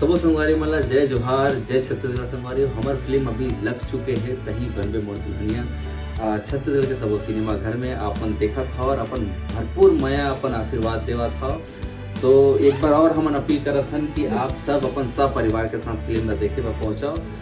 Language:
Chhattisgarhi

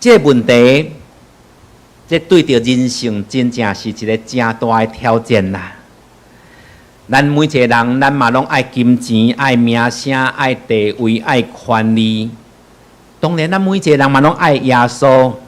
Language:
Min Nan Chinese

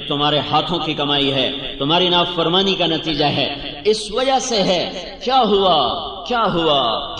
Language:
Urdu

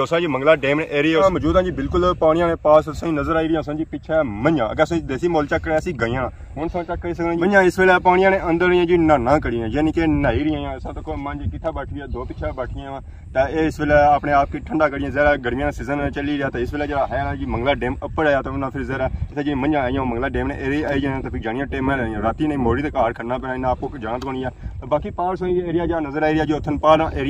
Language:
Pahari-Potwari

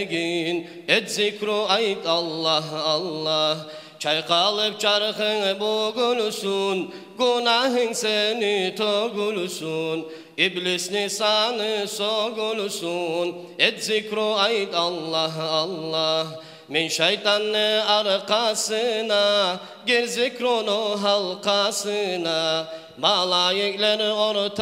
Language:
Kumyk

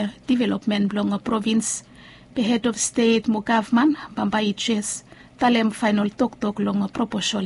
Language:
Bislama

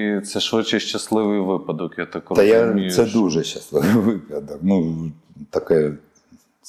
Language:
Ukrainian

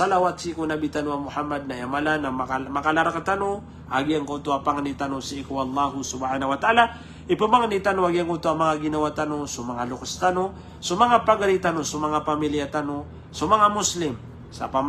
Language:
Maranao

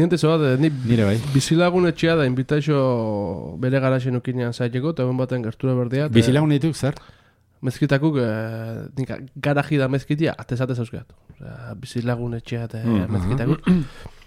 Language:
Basque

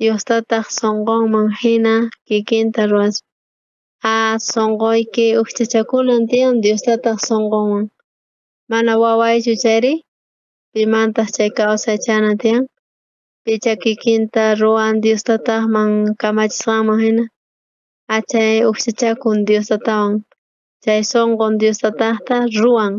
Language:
South Bolivian Quechua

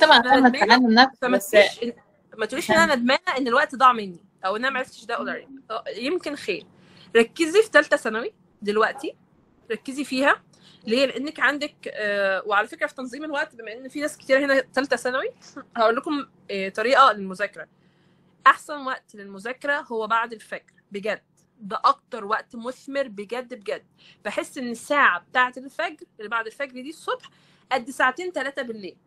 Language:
Egyptian Arabic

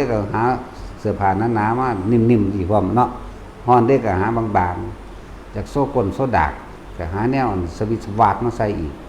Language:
Northeastern Thai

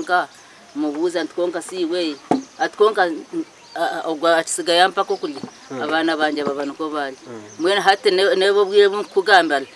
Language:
Nyankole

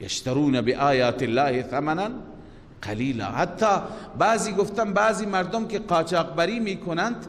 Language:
Persian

